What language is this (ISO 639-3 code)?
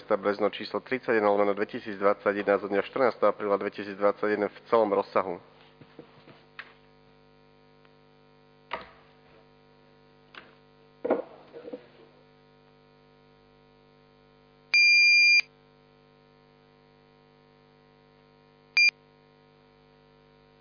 slk